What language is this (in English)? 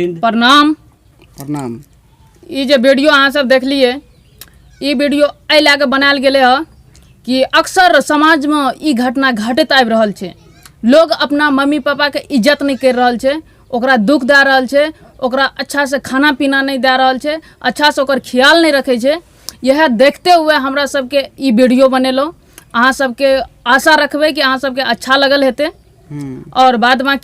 Maithili